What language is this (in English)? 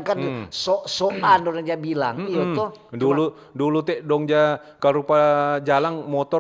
Manado Malay